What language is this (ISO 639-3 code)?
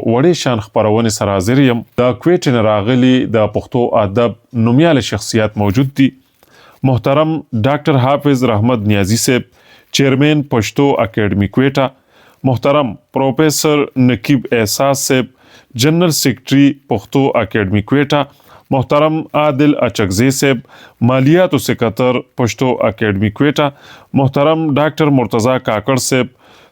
pus